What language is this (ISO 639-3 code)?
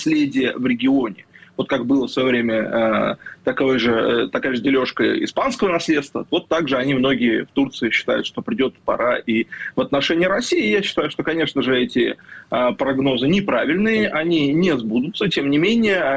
rus